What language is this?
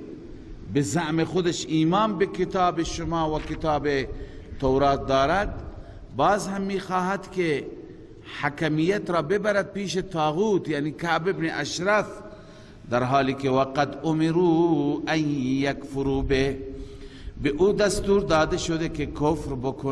Persian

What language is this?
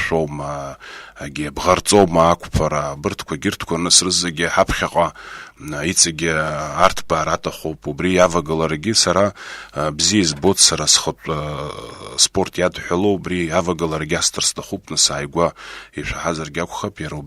Abkhazian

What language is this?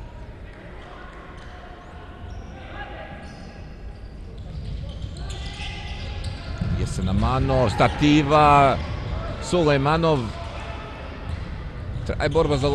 Serbian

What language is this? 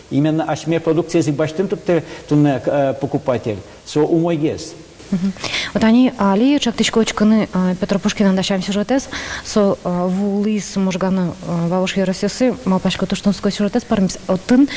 Udmurt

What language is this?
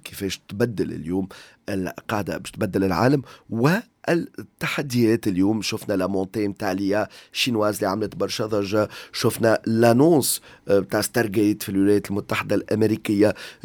Tunisian Arabic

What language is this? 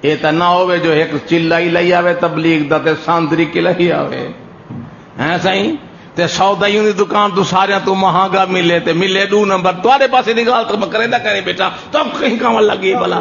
Saraiki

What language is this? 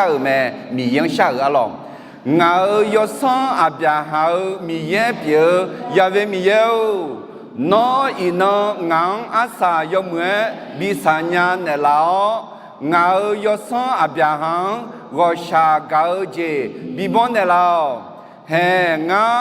Akha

